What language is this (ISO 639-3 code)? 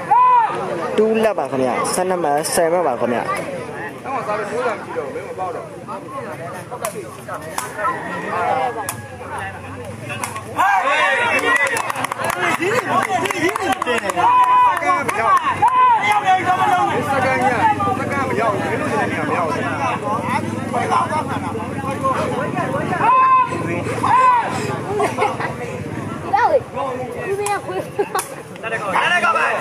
mya